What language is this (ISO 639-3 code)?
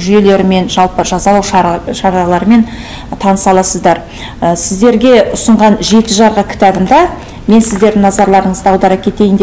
kaz